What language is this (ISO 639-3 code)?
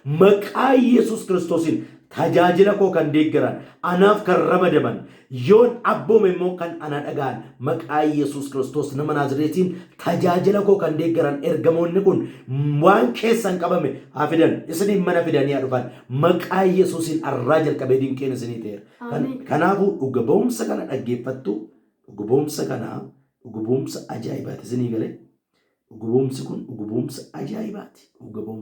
orm